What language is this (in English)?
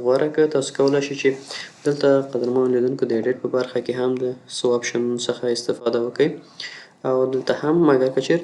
Pashto